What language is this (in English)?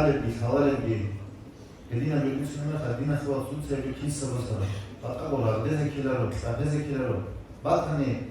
Avaric